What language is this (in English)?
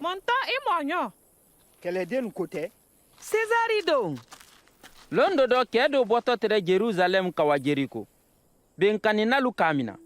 Mandingo